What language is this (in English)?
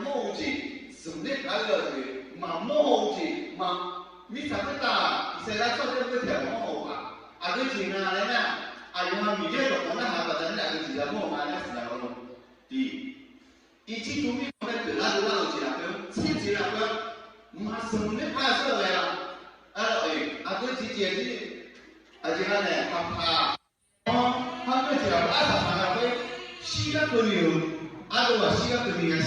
Akha